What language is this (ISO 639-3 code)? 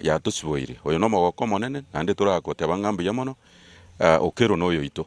guz